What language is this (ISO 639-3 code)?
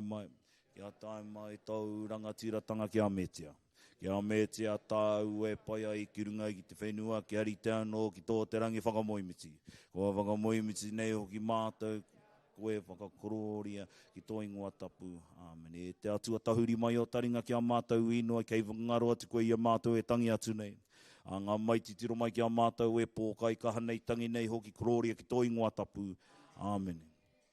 mri